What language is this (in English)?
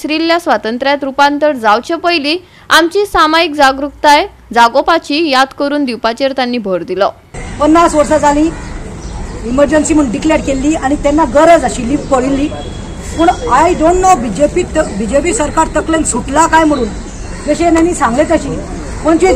Konkani